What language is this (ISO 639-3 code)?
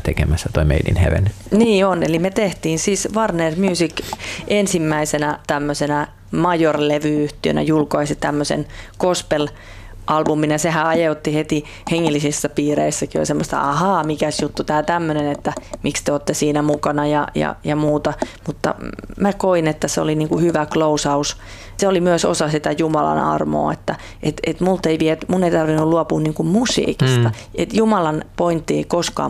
fin